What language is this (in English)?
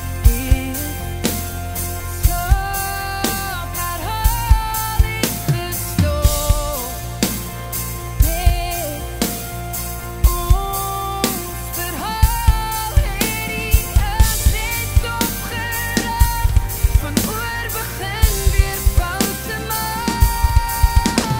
Afrikaans